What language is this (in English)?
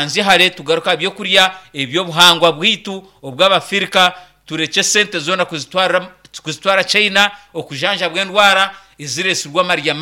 Nyankole